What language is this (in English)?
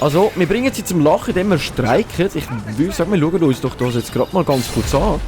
Swiss German